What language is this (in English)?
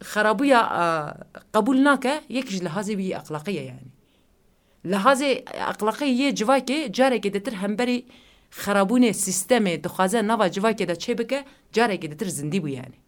Kurdish